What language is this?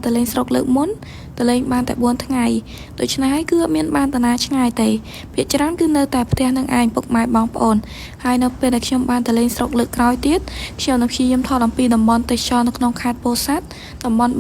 Khmer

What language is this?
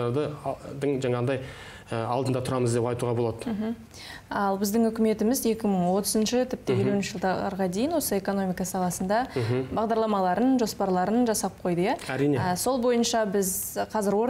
Kazakh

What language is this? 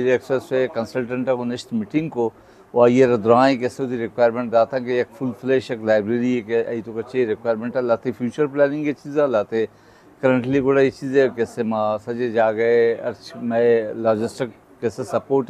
Baluchi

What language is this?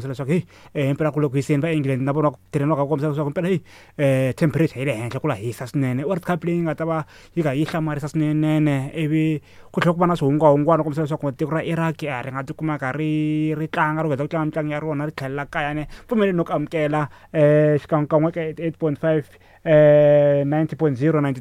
Tsonga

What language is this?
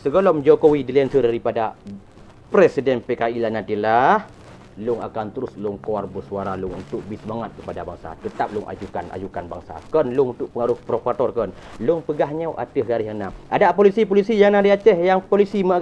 Achinese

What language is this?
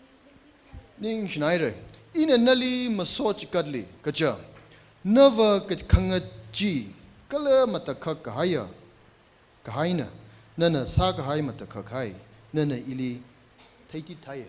Tangkhul Naga (India)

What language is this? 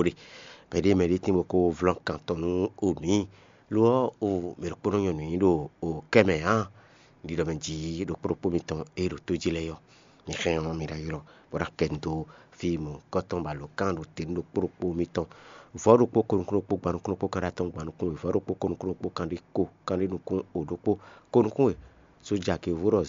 Fon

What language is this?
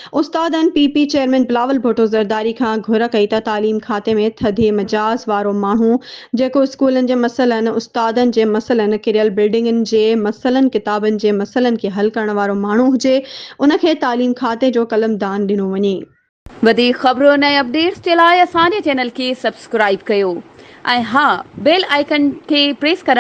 Sindhi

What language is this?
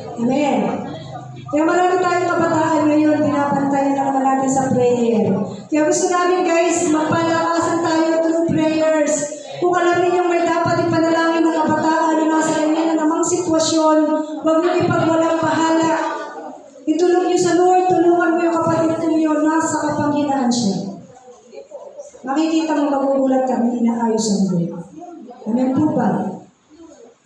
Filipino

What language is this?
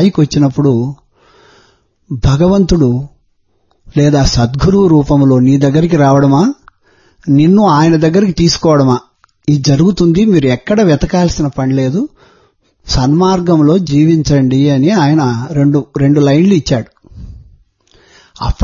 Telugu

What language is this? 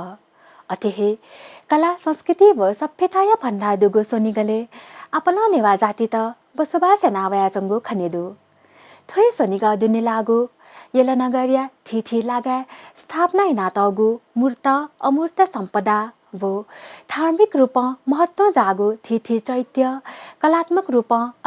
Newari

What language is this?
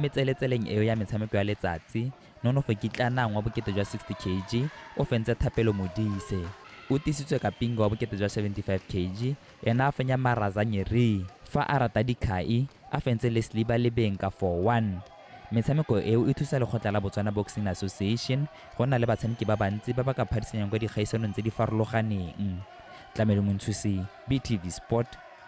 Tswana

